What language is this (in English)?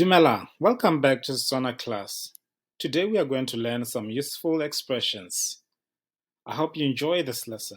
Tswana